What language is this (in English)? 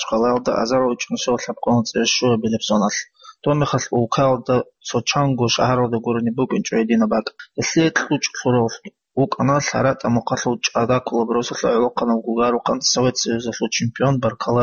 Avaric